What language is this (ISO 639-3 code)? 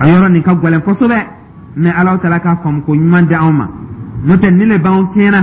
dyu